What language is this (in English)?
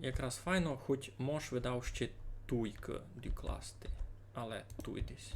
Rusyn